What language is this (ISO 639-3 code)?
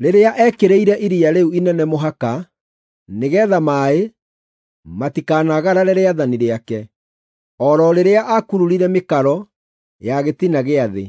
kik